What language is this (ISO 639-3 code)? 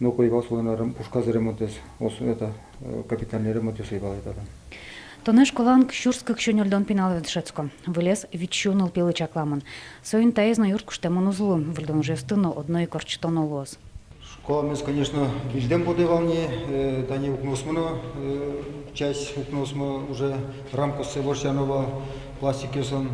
udm